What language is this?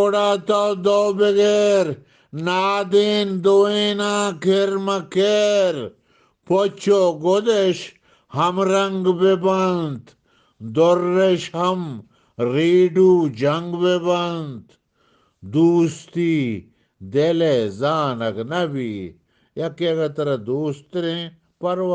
Eastern Balochi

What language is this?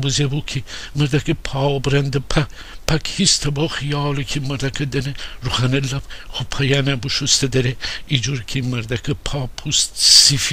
Gilaki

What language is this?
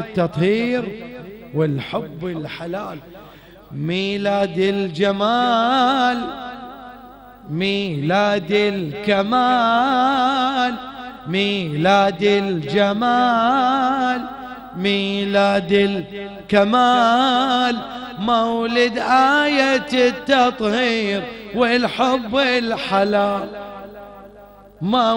Arabic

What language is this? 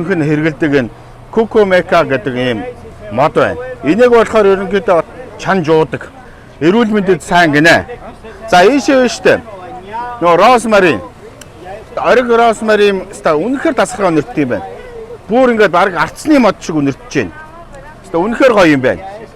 Mongolian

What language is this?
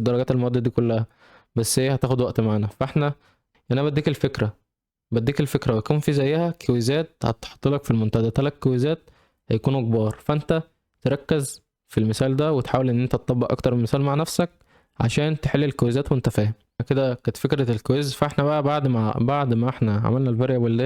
Egyptian Arabic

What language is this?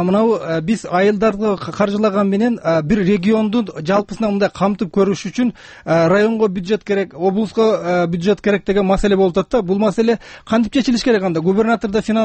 Kyrgyz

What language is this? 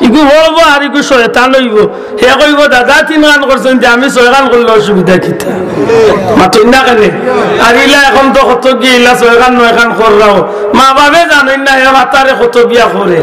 Sylheti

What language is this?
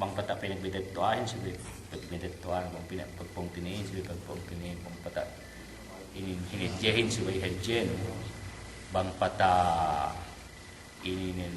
Yakan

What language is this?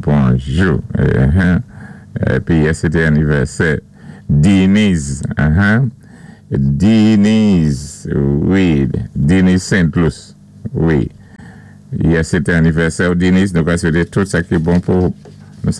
Saint Lucian Creole French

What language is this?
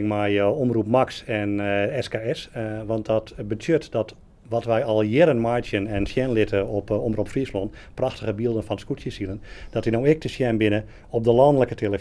Western Frisian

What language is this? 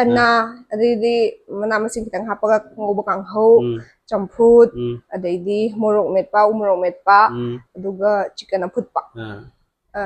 Manipuri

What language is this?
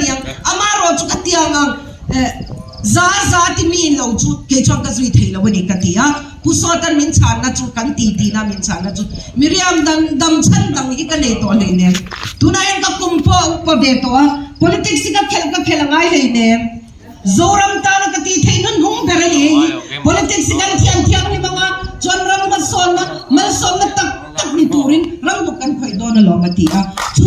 Mizo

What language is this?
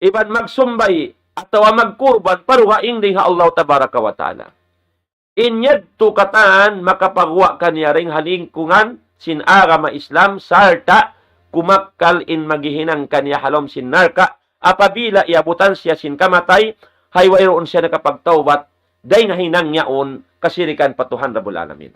Tausug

